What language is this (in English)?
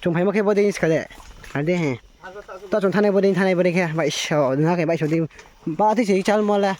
Riang (India)